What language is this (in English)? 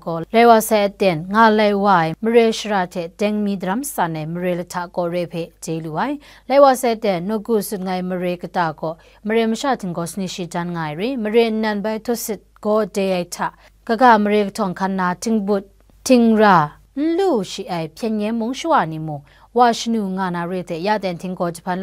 Kachin